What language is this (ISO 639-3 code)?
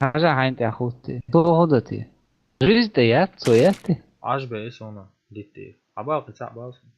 che